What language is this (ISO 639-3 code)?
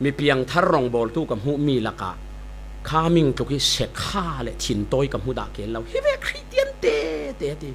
cfm